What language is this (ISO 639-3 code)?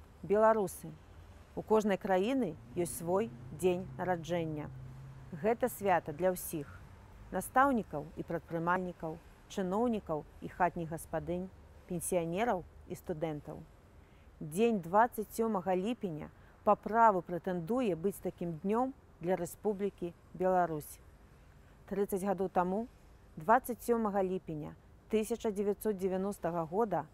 bel